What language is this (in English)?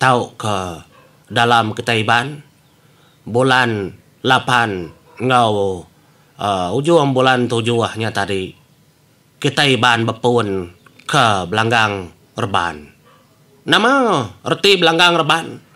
Iban